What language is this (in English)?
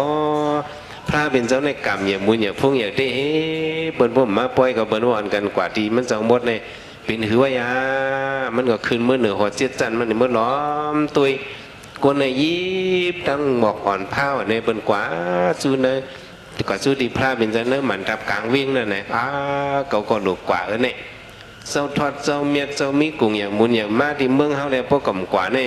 Shan